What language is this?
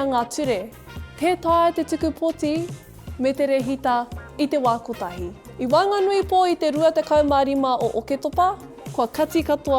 Māori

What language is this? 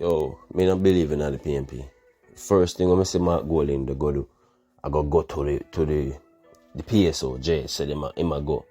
Jamaican Creole English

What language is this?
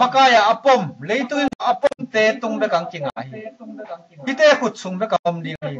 Tedim Chin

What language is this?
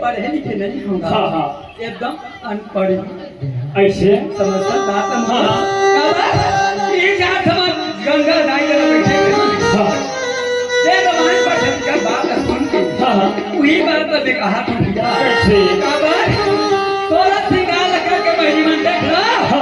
Chhattisgarhi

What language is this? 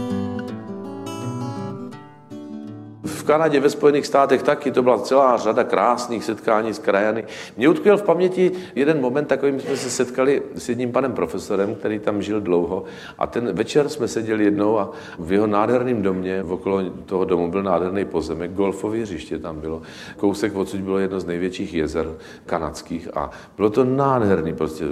Czech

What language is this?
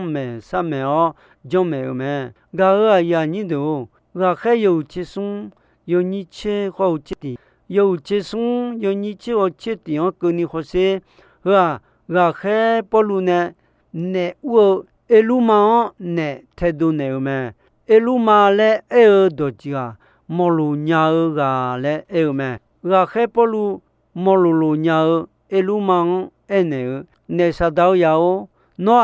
Akha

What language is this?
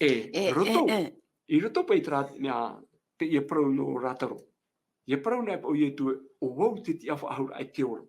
Tahitian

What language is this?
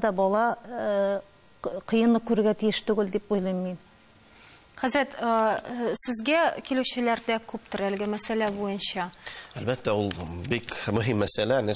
Tatar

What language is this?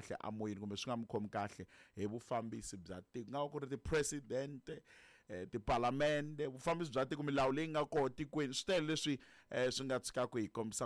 Tsonga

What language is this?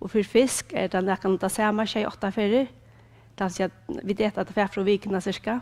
Faroese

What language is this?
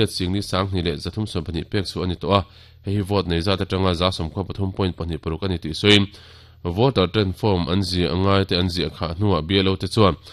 Mizo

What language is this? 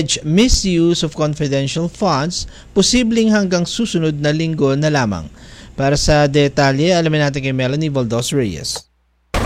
Filipino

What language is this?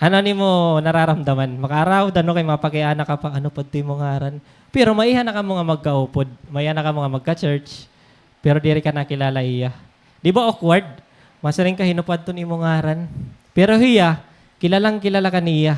Waray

